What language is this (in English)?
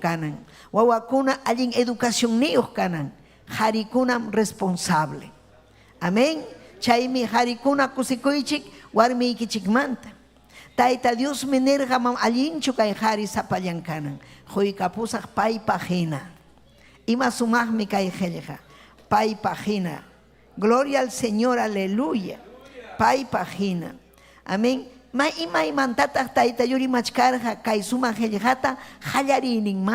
Ayacucho Quechua